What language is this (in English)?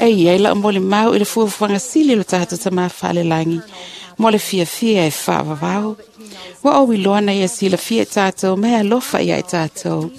Samoan